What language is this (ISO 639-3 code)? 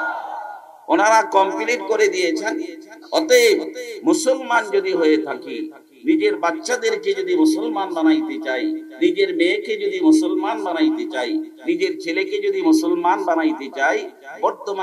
ben